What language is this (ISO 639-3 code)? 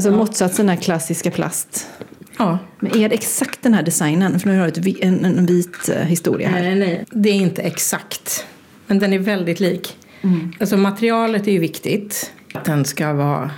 swe